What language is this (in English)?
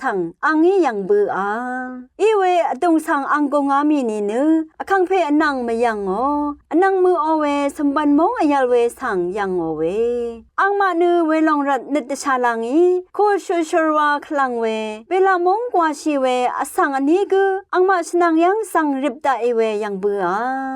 Rawang